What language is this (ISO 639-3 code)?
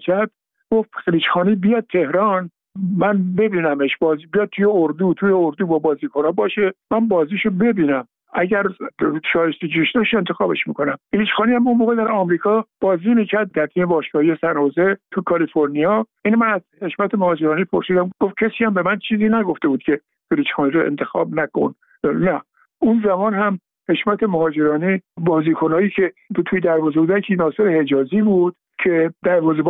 fas